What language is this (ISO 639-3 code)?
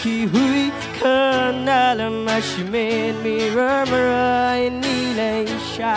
nmf